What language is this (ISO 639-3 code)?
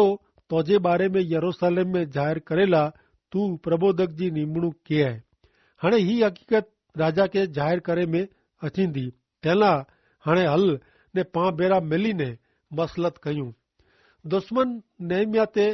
kfr